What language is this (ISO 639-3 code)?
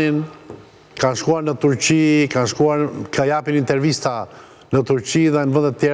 sqi